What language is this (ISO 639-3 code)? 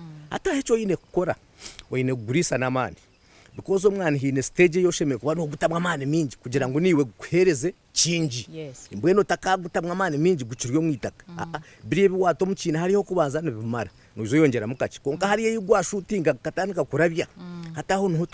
nyn